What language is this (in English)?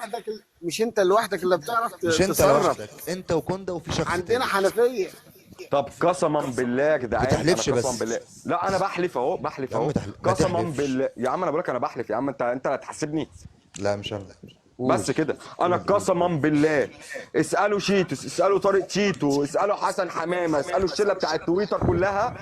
Egyptian Arabic